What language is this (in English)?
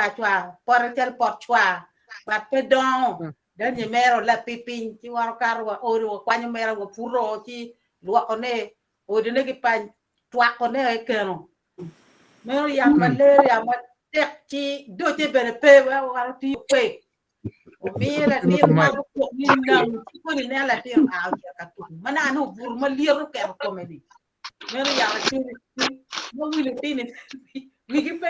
Acoli